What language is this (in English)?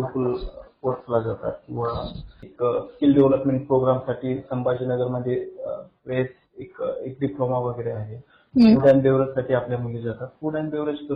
Marathi